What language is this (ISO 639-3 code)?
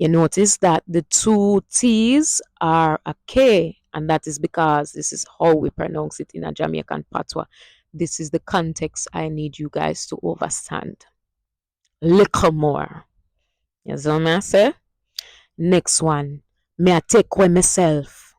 jam